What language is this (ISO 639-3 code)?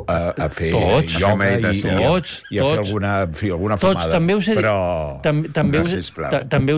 cat